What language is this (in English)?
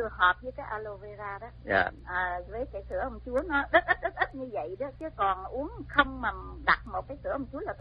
Vietnamese